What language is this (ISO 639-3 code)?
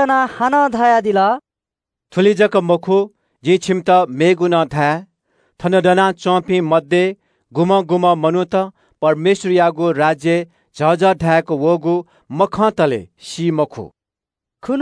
new